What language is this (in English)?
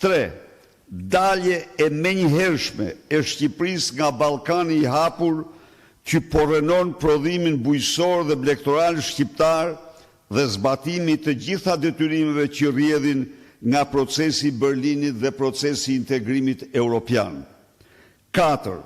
Albanian